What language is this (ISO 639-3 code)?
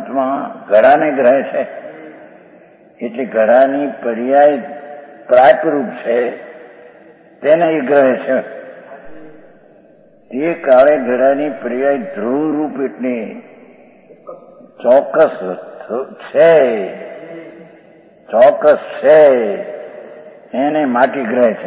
guj